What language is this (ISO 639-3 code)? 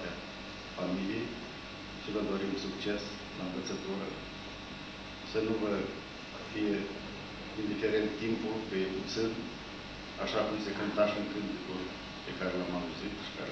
ron